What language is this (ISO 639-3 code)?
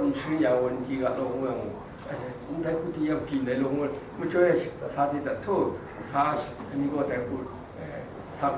kac